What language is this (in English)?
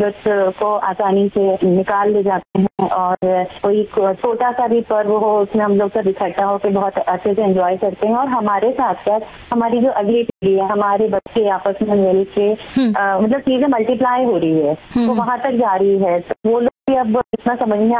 Hindi